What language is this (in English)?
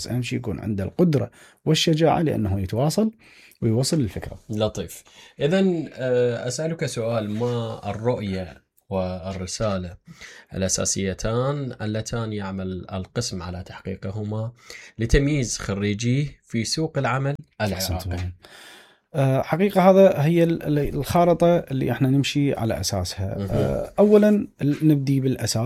Mesopotamian Arabic